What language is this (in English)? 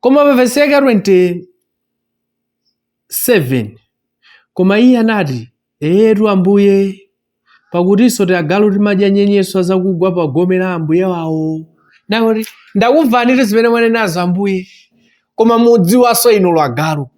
Nyanja